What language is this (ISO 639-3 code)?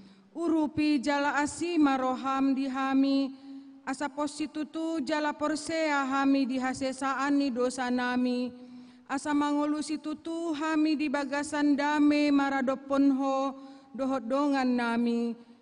bbc